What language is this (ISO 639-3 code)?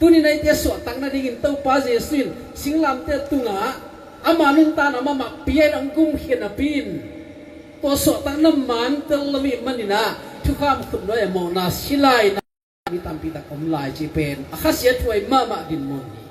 ctd